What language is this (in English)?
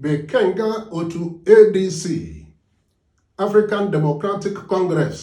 Igbo